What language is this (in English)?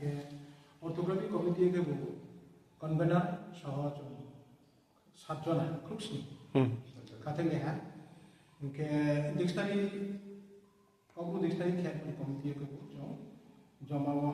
Riang (India)